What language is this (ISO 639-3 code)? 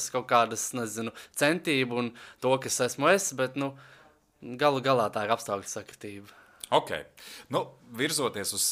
lav